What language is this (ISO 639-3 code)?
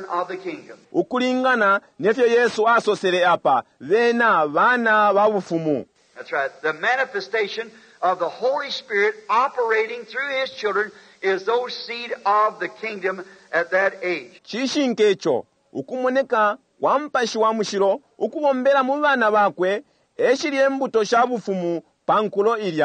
bem